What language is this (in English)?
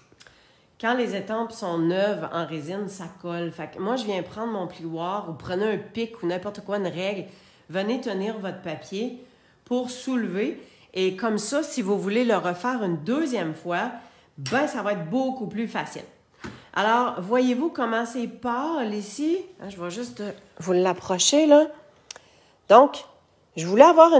French